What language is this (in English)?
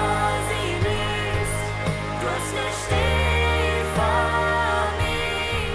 Plautdietsch